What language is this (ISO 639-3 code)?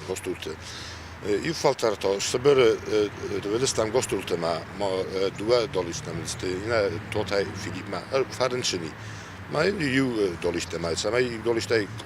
oss